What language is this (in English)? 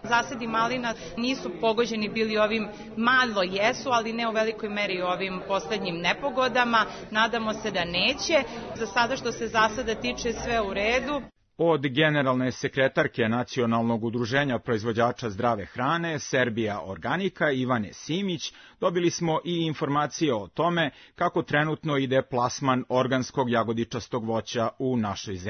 Serbian